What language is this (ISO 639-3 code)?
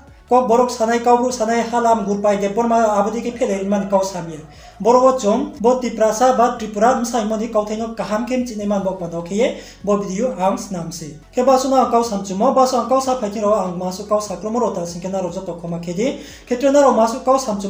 ria